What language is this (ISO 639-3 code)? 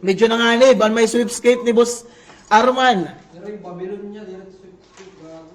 war